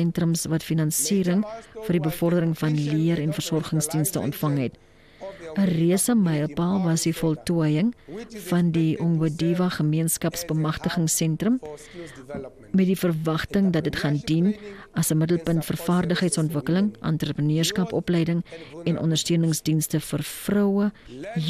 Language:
Afrikaans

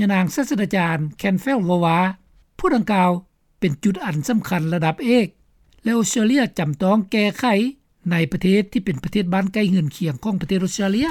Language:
Lao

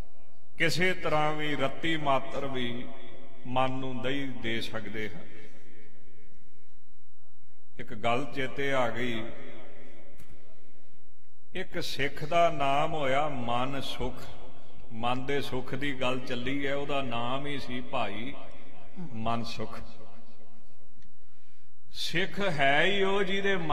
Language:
Punjabi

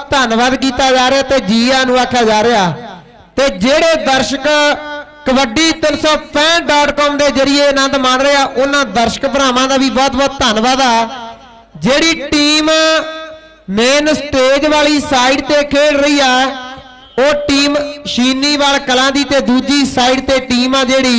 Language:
Punjabi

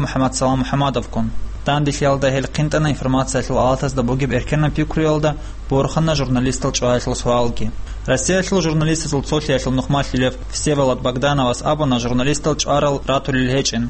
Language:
Avaric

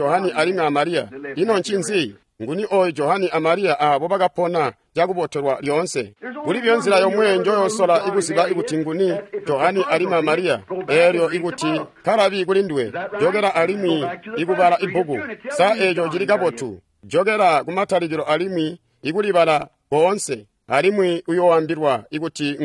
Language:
Tonga (Zambia)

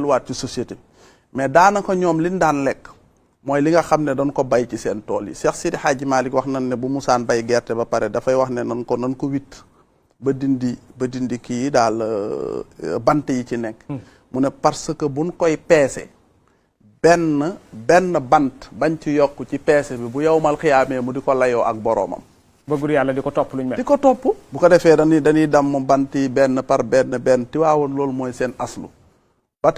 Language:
Wolof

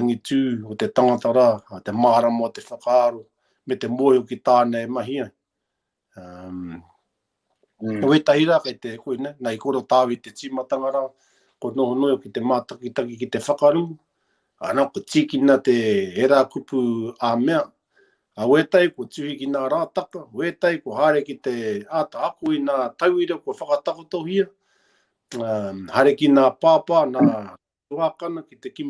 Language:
Māori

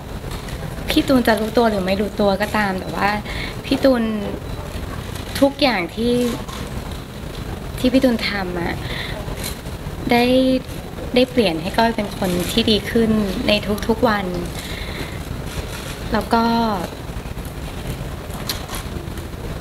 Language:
Thai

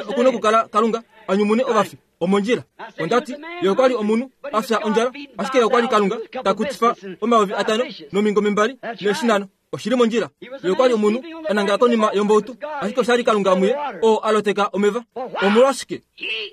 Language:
Kuanyama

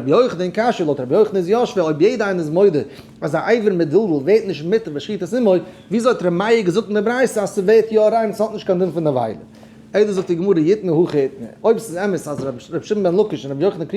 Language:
Yiddish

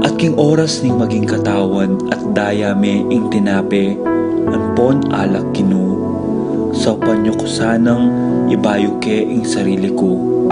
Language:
Pampanga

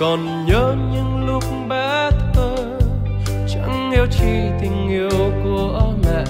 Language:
Central Mnong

